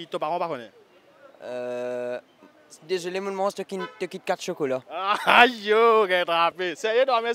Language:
Morisyen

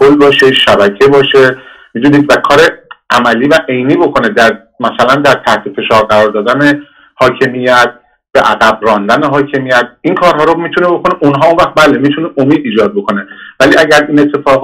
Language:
Persian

